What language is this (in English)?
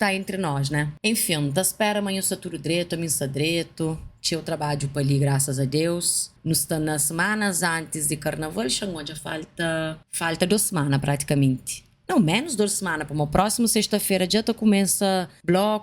Kabuverdianu